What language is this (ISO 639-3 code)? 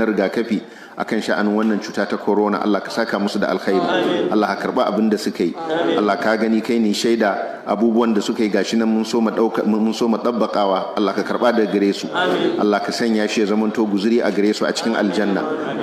hau